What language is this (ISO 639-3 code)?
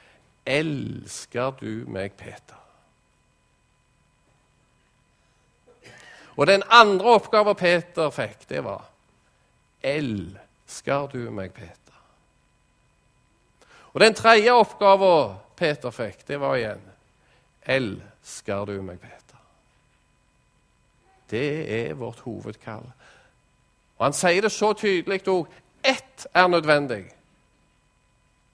nor